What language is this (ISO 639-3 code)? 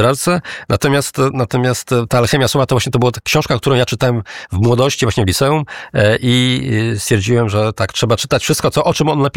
pol